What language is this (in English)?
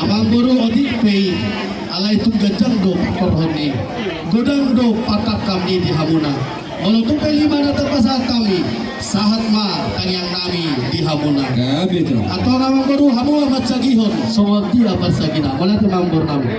Batak Toba